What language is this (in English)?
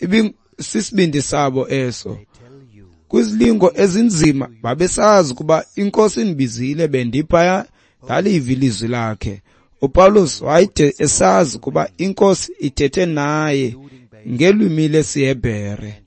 Xhosa